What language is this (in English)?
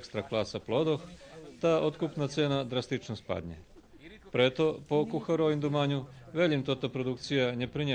Rusyn